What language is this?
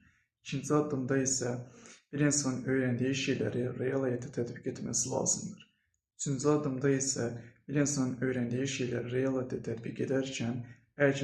Azerbaijani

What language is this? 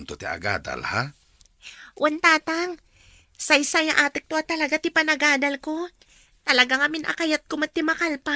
Iloko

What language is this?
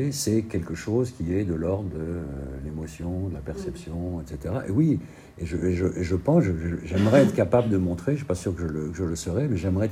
French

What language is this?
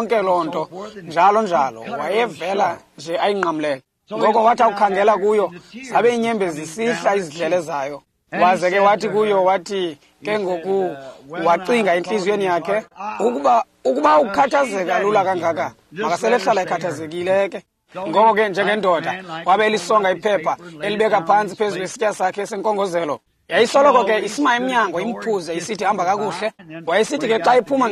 Xhosa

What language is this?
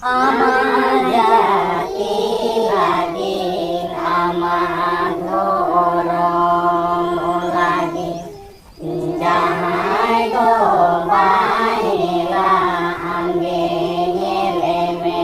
Santali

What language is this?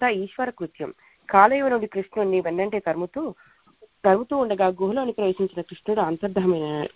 Telugu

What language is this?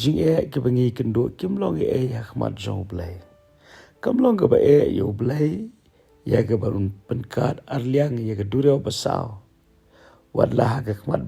Khasi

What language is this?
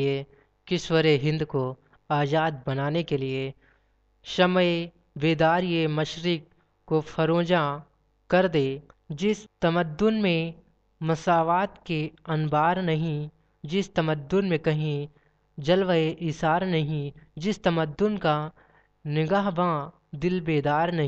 Hindi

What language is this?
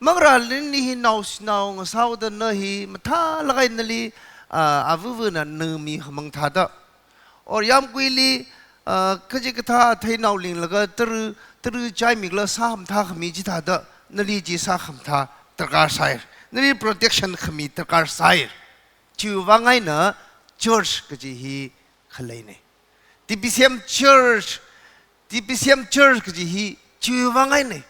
Tangkhul Naga (India)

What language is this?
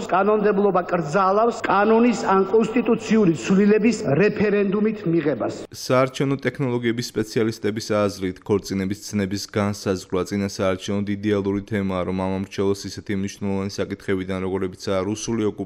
Georgian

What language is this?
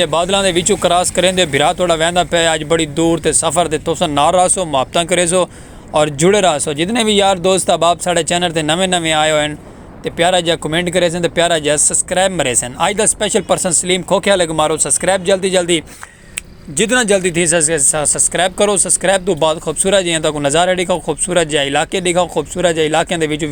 Saraiki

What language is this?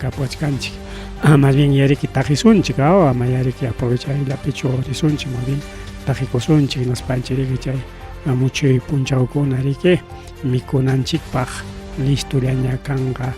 Ayacucho Quechua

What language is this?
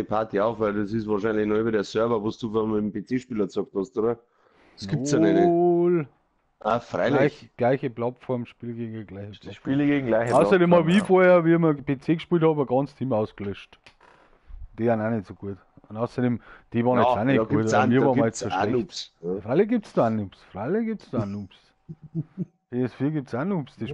Bavarian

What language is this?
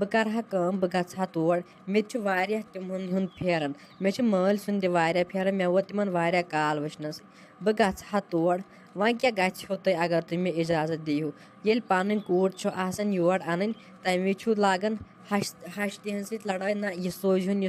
Kashmiri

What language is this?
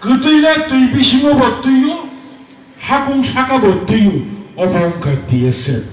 Kok Borok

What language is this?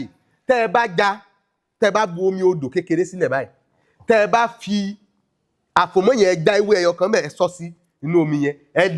Yoruba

